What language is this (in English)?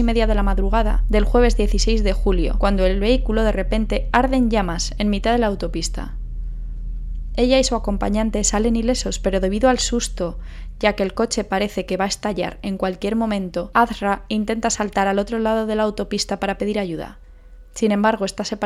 Spanish